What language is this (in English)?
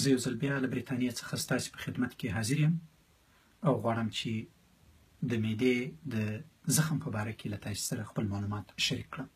Pashto